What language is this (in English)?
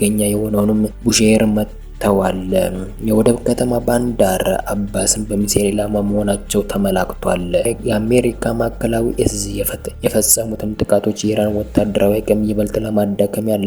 Amharic